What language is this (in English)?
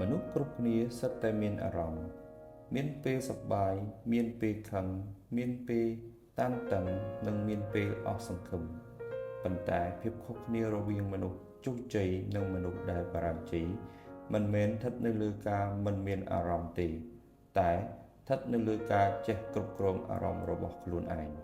Khmer